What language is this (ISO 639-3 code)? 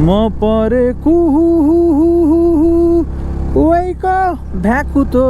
nep